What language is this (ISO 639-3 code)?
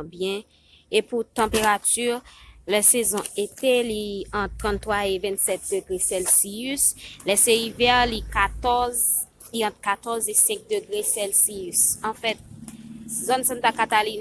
hat